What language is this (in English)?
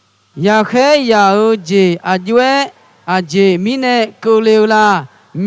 Akha